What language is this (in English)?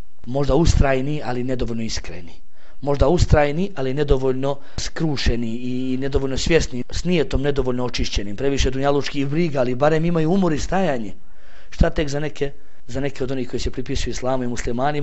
Bosnian